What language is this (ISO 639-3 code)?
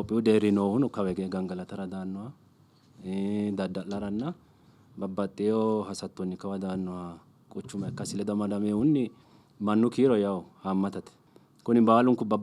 sid